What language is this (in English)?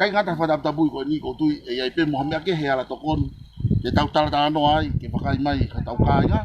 Tongan